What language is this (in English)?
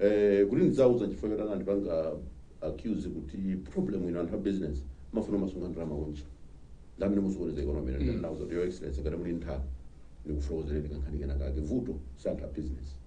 Nyanja